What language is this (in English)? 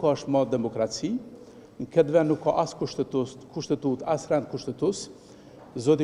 Albanian